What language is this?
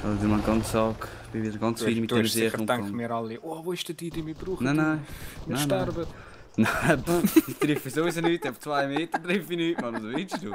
Swiss German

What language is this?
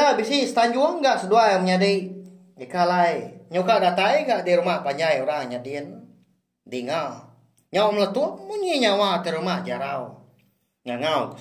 Iban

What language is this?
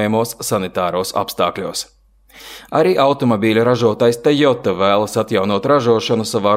Latvian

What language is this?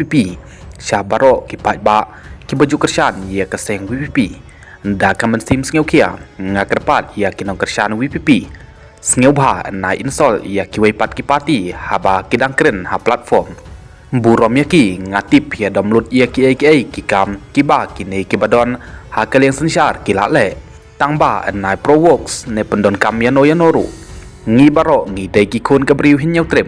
Khasi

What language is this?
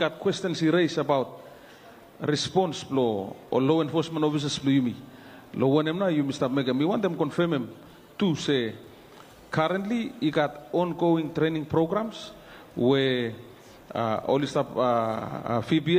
Bislama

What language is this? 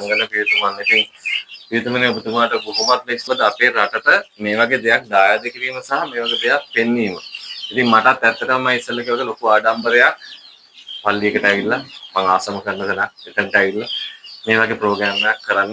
Sinhala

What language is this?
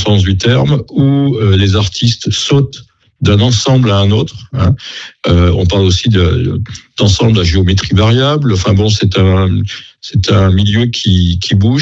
French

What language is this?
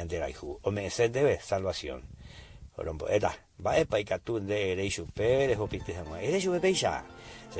Guarani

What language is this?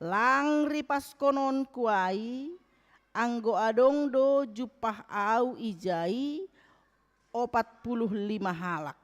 Batak Simalungun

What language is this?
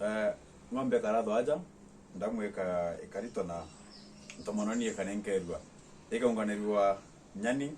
Meru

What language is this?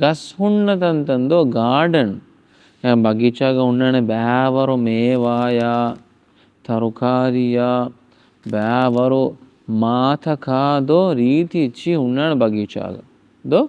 Divehi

